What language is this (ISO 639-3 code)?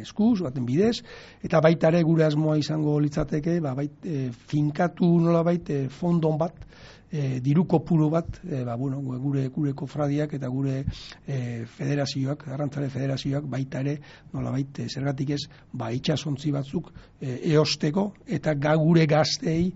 eus